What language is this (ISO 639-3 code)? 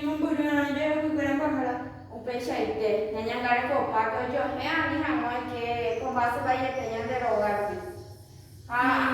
grn